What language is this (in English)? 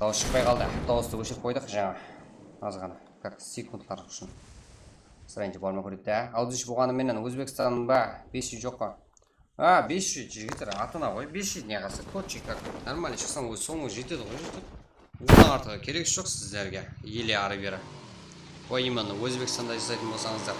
Kara-Kalpak